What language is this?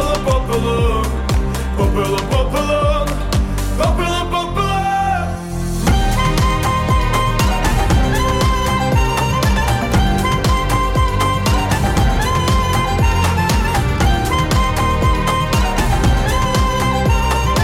Ukrainian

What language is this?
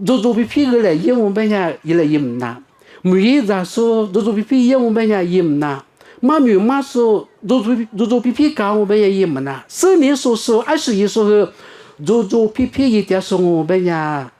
Lisu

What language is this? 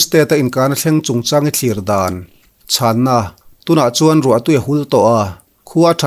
Mizo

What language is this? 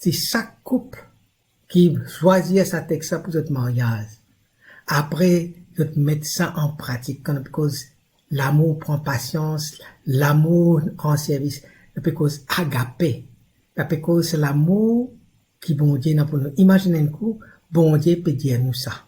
Morisyen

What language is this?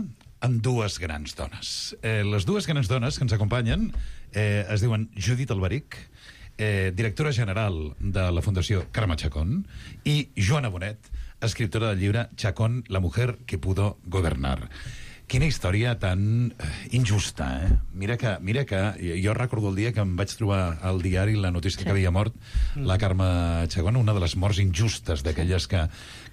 Catalan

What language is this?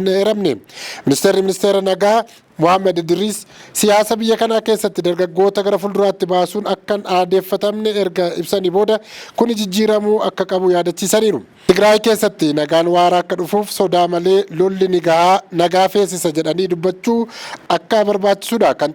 Oromo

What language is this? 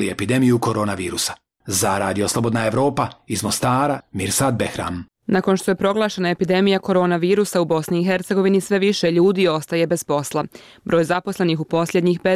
Bosnian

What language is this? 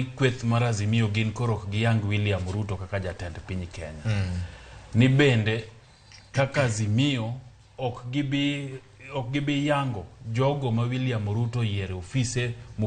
Luo (Kenya and Tanzania)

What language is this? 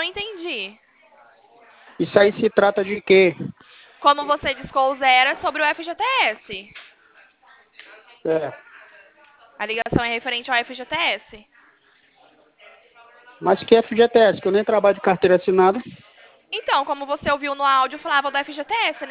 Portuguese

